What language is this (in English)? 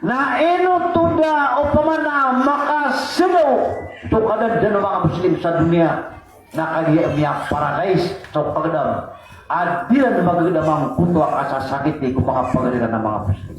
Maranao